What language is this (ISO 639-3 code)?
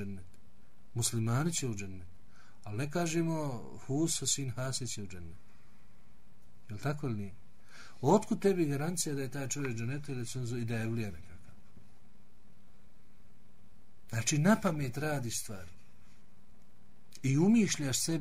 bos